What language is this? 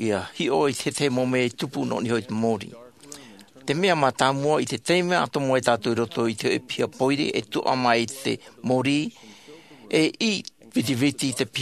Tahitian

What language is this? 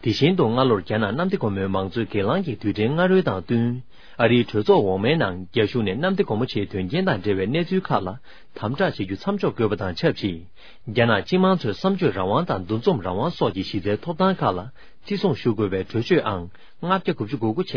Tibetan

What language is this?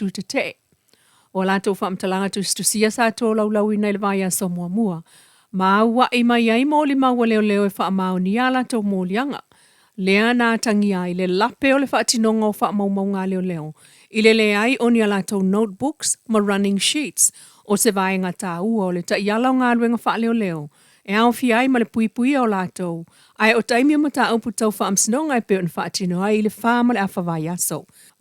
Samoan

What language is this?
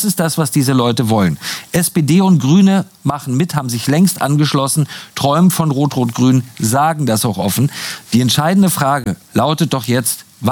German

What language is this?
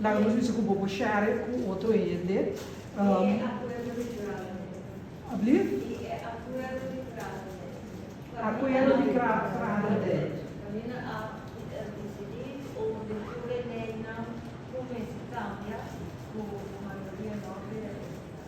Papiamento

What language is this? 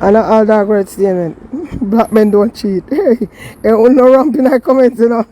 Jamaican Creole English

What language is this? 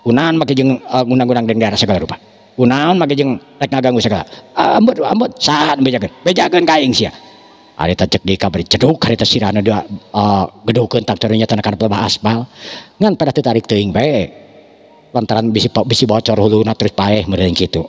Sundanese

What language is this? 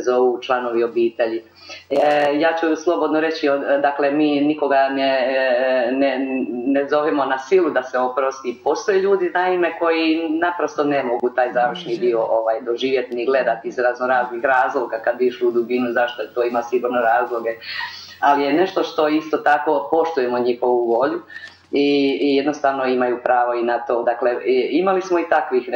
Croatian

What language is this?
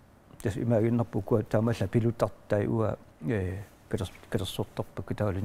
Kalaallisut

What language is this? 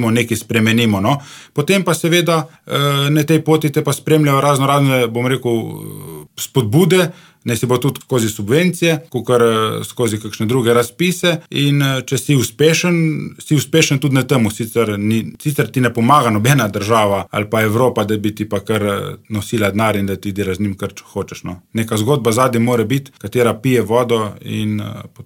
Slovenian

